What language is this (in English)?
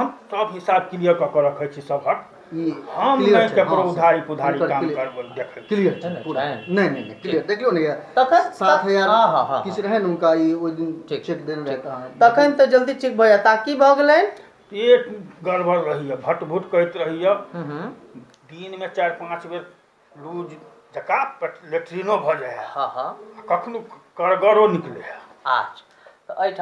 Maithili